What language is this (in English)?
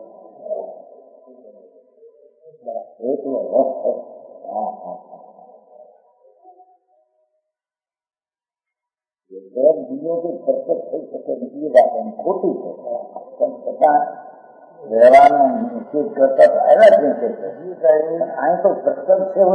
Gujarati